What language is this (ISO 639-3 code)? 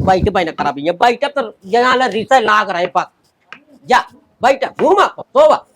awa